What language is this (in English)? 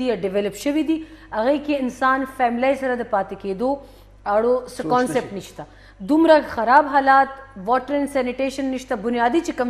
Pashto